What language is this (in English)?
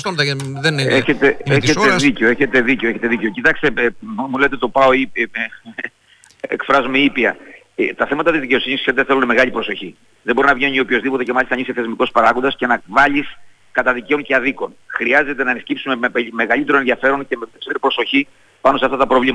Greek